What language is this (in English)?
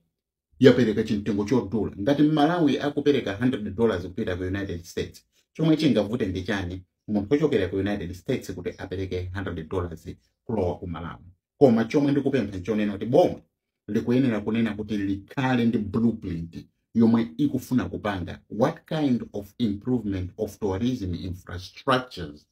Nyanja